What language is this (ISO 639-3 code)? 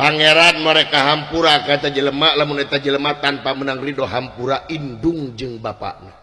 sun